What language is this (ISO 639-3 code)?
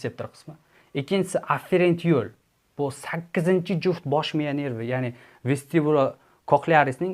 uzb